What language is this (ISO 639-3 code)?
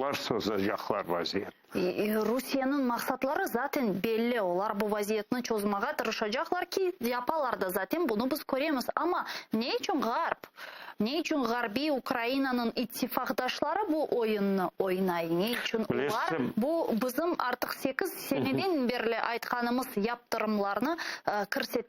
crh